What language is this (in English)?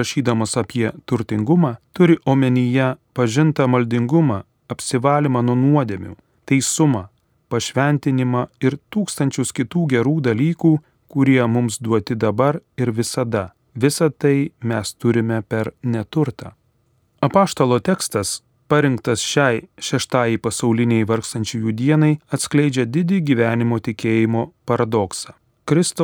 Lithuanian